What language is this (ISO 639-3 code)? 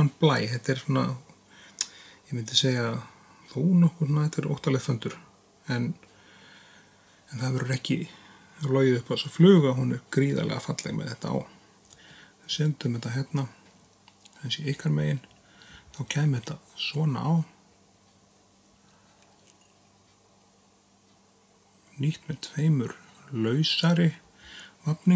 isl